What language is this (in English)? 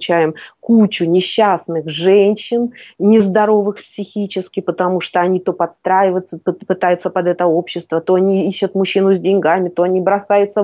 Russian